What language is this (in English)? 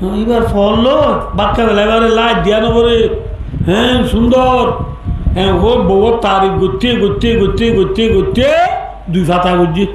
Rohingya